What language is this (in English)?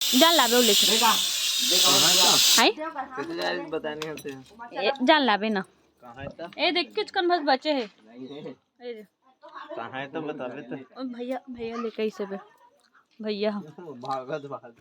Chhattisgarhi